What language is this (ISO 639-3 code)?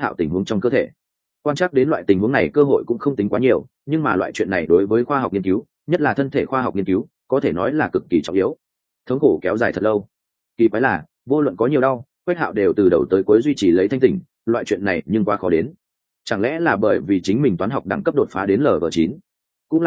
vie